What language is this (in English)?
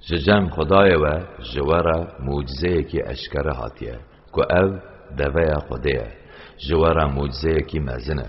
Kurdish